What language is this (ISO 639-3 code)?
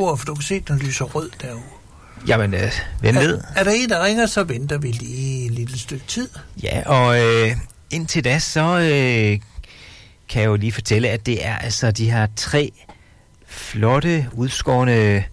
dan